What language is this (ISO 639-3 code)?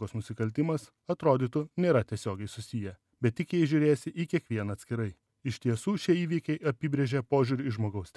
lit